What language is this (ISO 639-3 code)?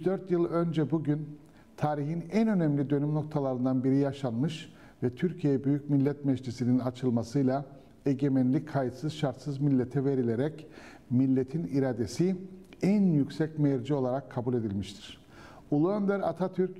tur